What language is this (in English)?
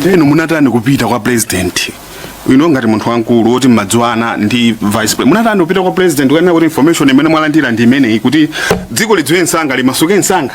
Nyanja